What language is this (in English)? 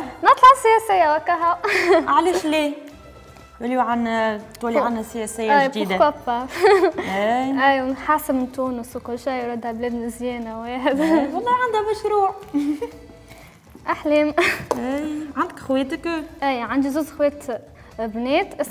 Tunisian Arabic